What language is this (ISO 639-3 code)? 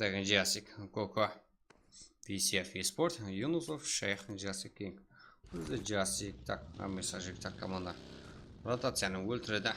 kaa